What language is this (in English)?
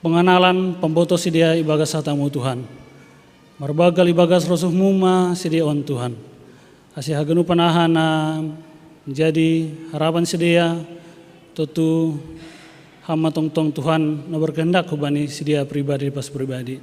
Batak Simalungun